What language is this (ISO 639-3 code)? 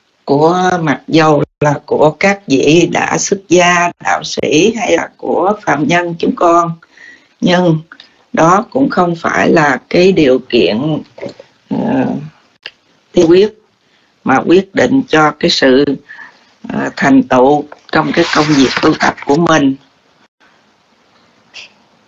vie